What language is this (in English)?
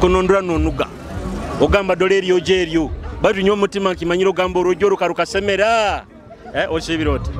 Nyoro